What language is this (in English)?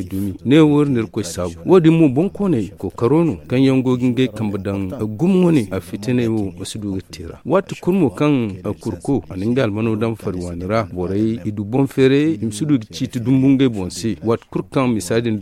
Zarma